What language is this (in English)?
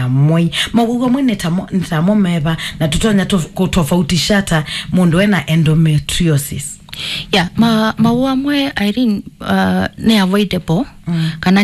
Kamba